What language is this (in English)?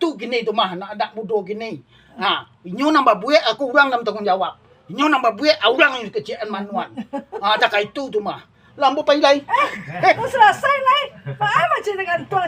Minangkabau